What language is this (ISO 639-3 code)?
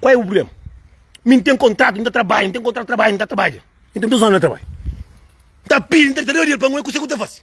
kea